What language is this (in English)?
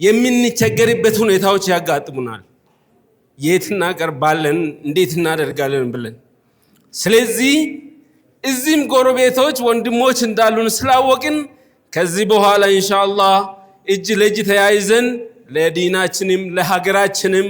Amharic